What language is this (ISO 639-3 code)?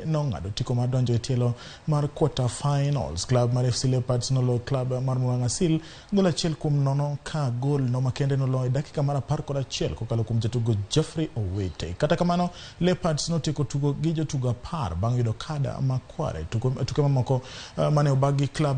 luo